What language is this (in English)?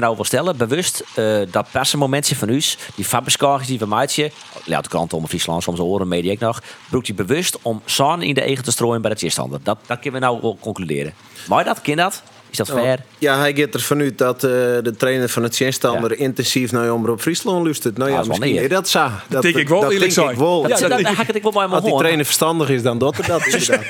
Western Frisian